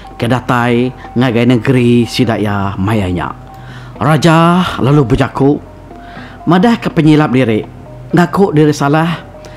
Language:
Iban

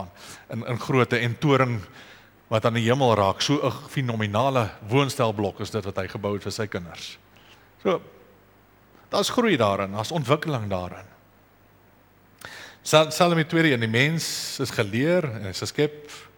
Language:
Afrikaans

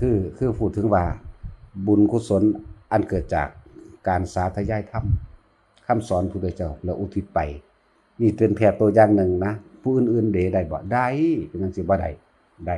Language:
Northeastern Thai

